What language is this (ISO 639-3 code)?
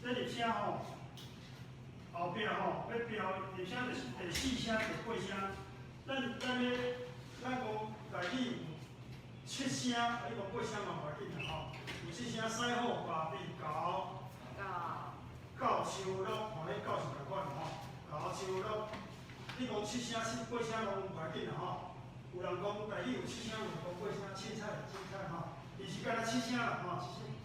nan